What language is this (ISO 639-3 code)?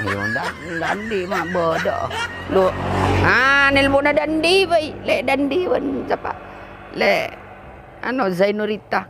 mad